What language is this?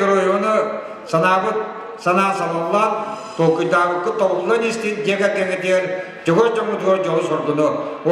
Yakut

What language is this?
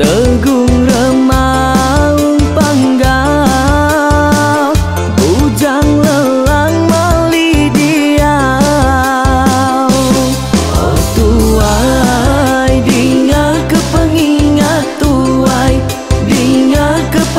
Iban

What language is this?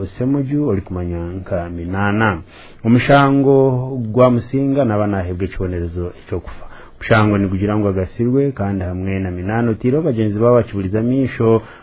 Nyankole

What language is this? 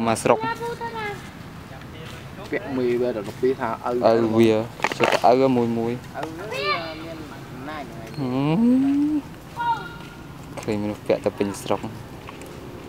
Vietnamese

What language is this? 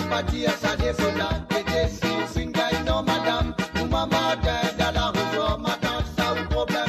Morisyen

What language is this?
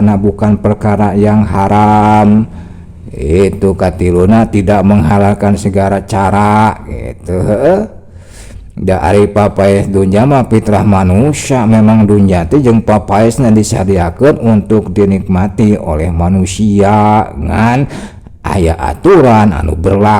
Sundanese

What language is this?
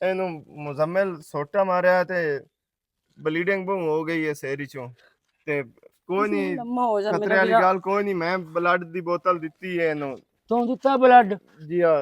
Western Panjabi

